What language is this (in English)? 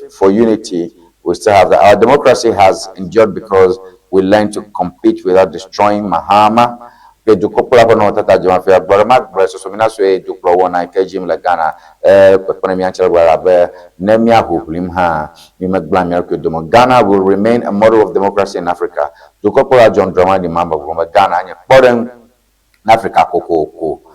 Ewe